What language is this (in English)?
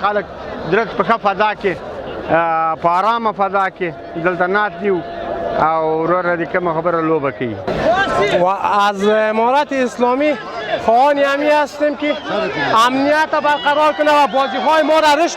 Pashto